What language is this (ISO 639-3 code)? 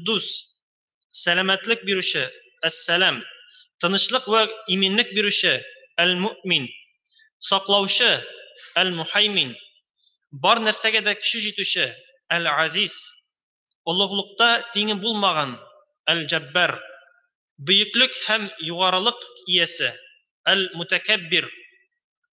tat